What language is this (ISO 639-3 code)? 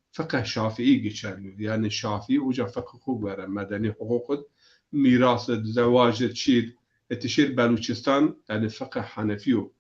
zza